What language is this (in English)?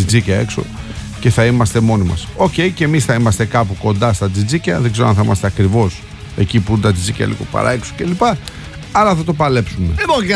Greek